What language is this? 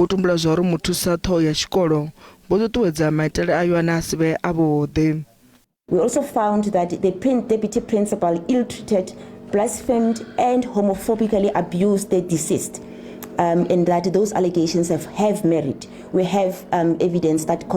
Venda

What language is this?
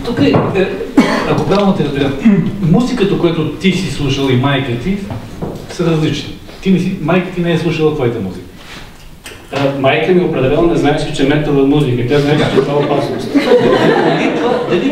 Bulgarian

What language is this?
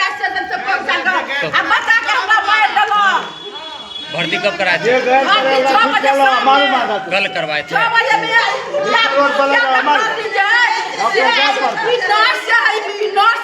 Maithili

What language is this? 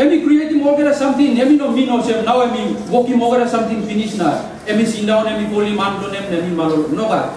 Tok Pisin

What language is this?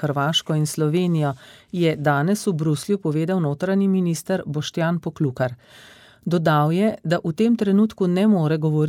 Slovenian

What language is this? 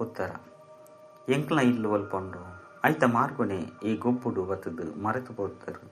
Tulu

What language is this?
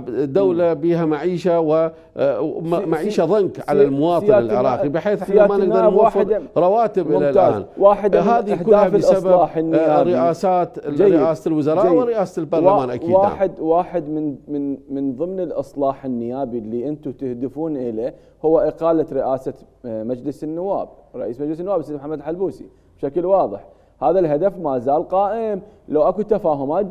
Mesopotamian Arabic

